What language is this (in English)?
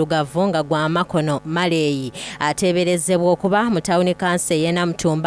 Soga